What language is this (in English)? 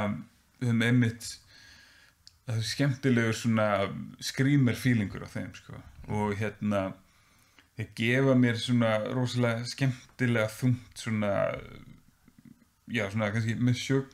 Icelandic